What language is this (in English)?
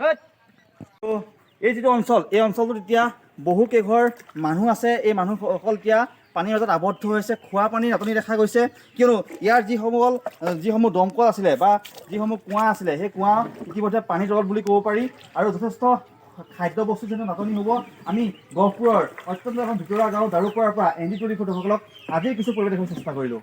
Assamese